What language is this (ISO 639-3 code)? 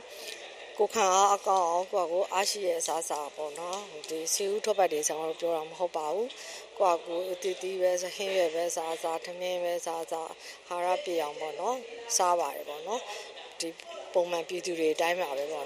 mya